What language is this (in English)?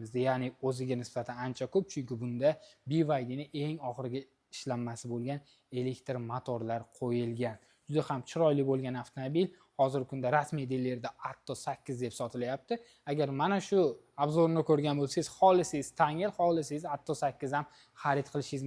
Uzbek